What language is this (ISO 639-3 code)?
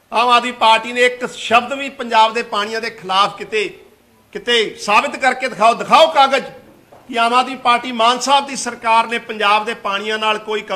pan